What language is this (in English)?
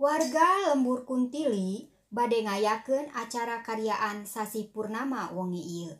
Sundanese